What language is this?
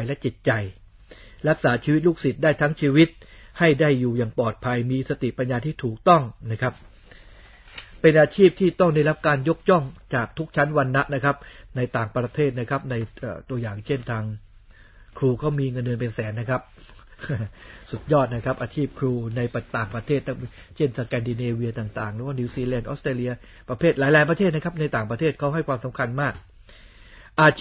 Thai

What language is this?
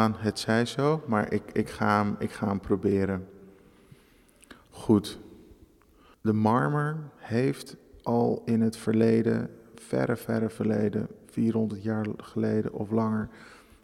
Dutch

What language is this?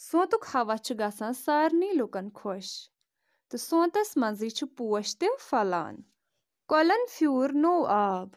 Kashmiri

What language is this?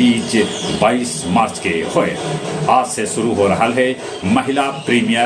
Magahi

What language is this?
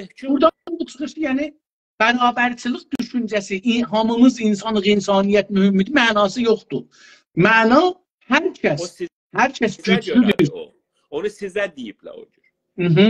South Azerbaijani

